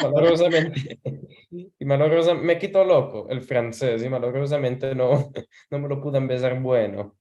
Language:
Ladino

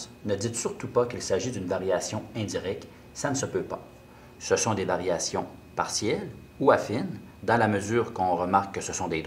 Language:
French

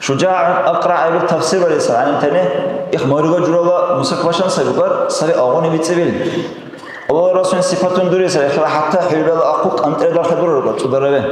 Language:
Dargwa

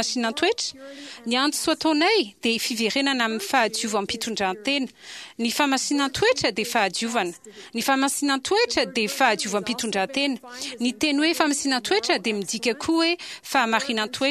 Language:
Malagasy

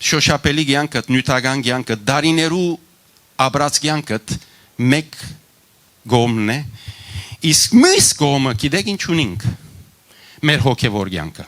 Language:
Western Armenian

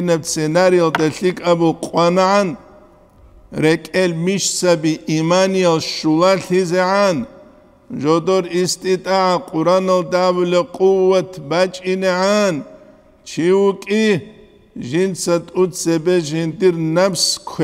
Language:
Avaric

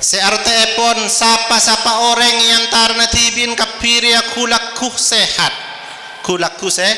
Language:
Madurese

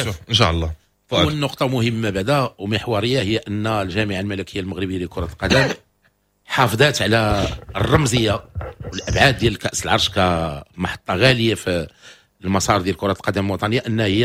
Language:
Moroccan Arabic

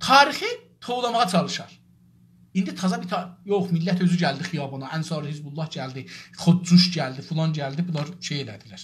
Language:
South Azerbaijani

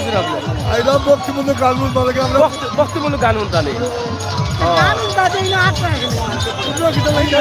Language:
Sylheti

